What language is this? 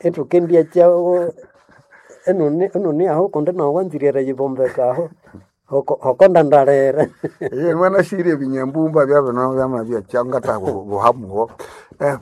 Nande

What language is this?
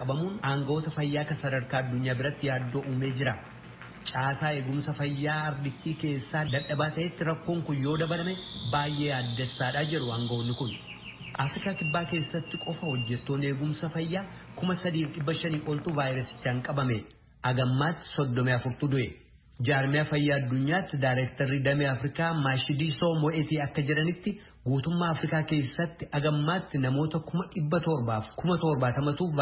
Oromo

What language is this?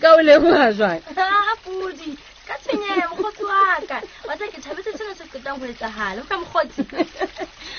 Southern Sotho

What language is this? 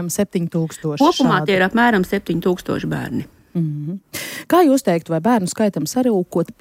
Latvian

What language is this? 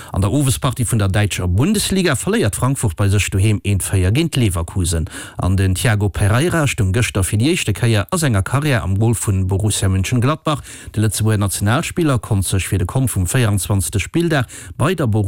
Luxembourgish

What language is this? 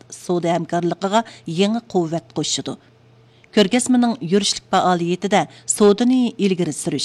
Uyghur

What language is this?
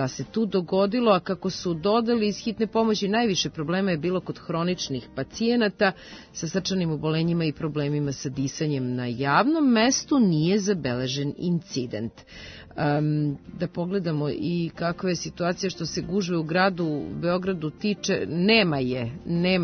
Serbian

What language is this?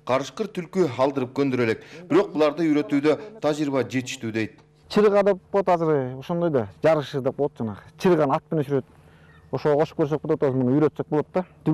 Kyrgyz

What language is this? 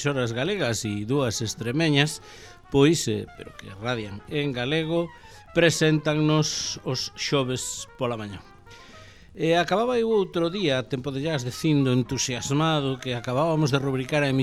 Galician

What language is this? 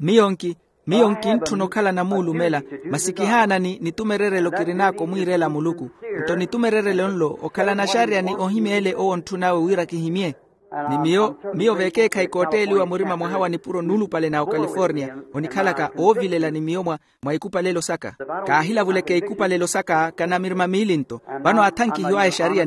Makhuwa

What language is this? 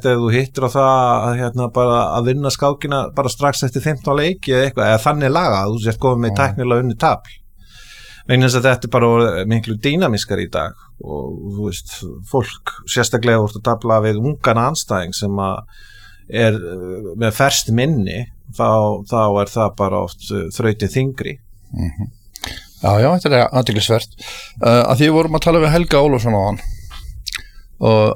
Icelandic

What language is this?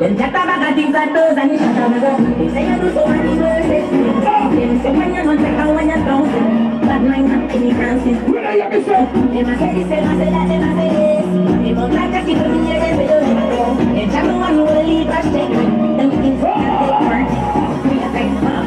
Jamaican Creole English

